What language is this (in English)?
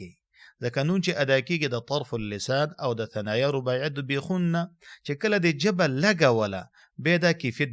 Pashto